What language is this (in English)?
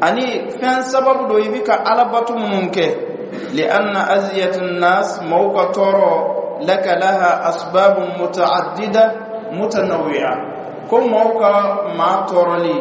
Dyula